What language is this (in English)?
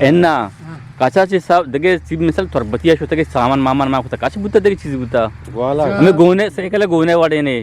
Eastern Balochi